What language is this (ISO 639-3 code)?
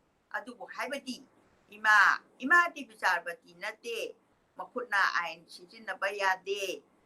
mni